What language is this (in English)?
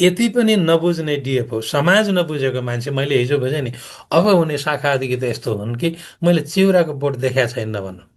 Nepali